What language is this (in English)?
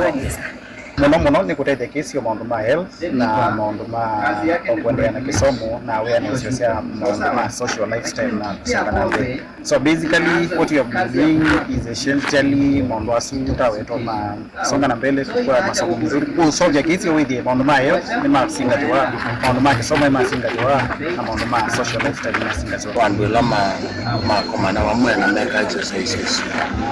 Kamba